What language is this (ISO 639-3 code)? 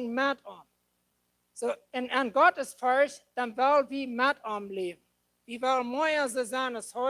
pdt